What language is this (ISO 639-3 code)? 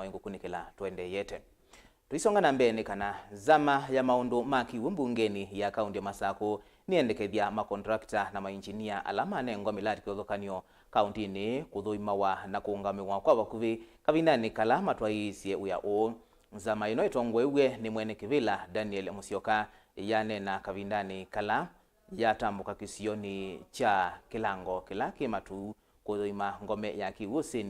kam